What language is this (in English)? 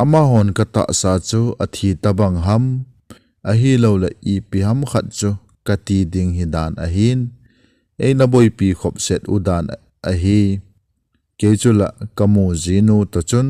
Thado Chin